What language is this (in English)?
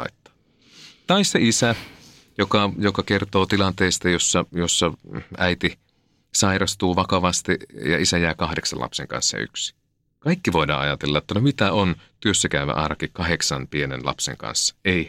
Finnish